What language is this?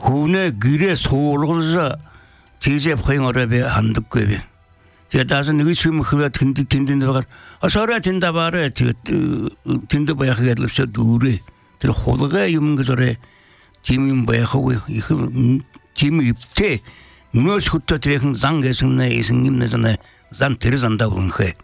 Belarusian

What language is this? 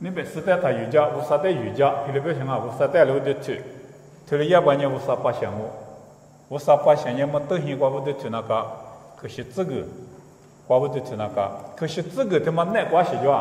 Lisu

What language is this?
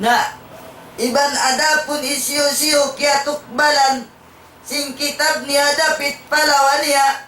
Tausug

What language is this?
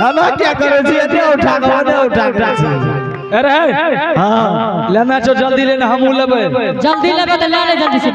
Angika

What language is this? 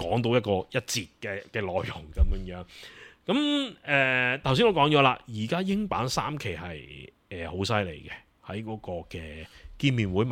Cantonese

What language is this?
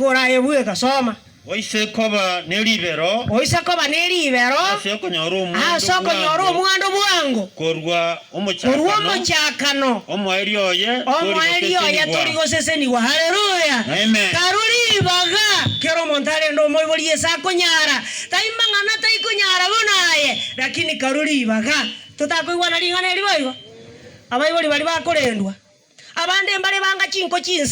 Gusii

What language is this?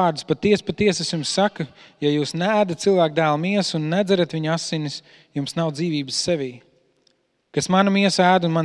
Latvian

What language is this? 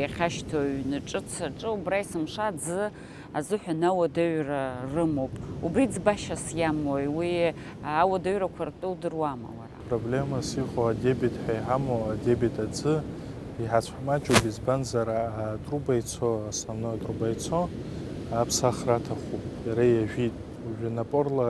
Abkhazian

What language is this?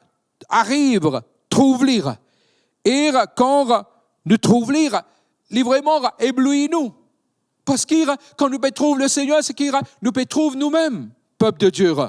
Morisyen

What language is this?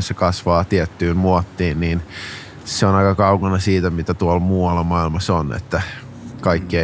Finnish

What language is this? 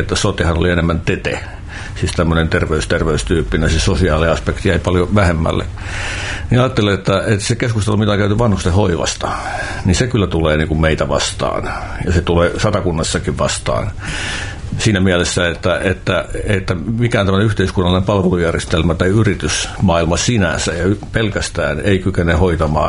Finnish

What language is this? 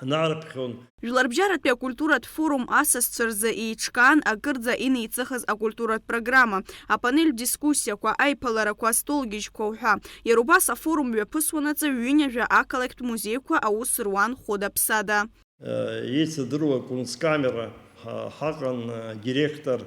Abkhazian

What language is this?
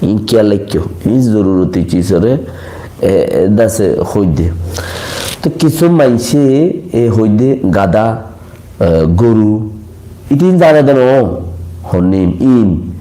Rohingya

